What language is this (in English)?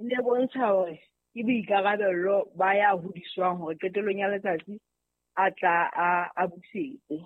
Southern Sotho